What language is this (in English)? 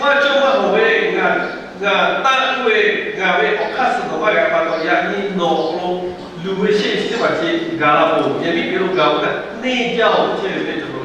Lahu